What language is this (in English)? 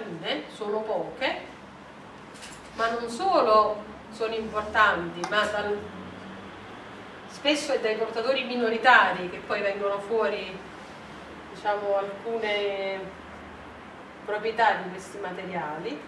Italian